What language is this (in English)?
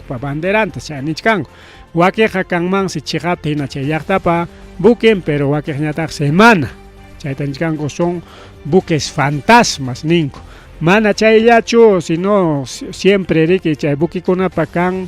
Ayacucho Quechua